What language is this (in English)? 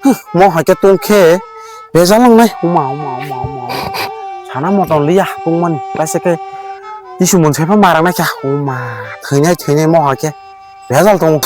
Kok Borok